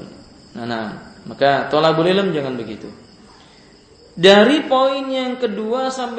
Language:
Indonesian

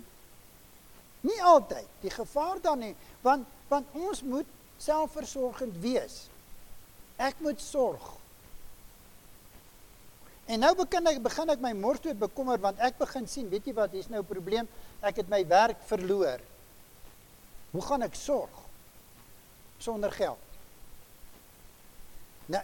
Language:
Afrikaans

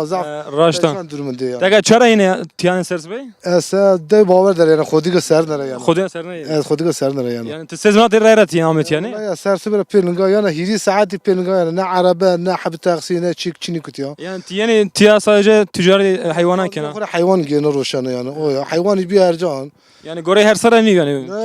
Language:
Zaza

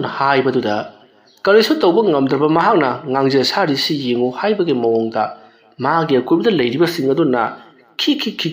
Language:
Manipuri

